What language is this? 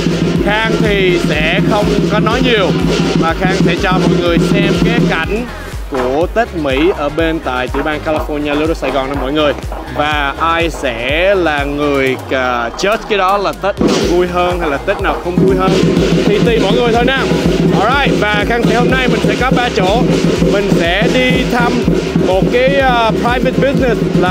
Vietnamese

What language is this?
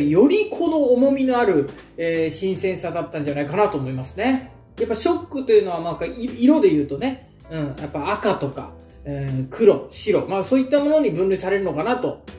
Japanese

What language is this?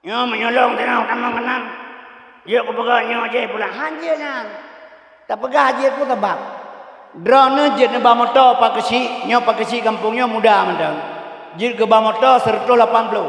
Achinese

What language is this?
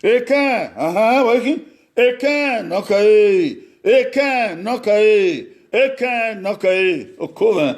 Bini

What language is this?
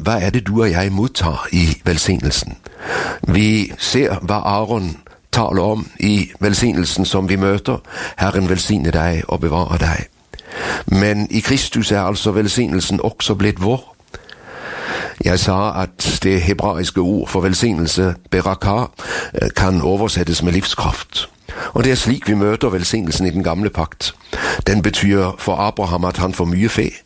Norwegian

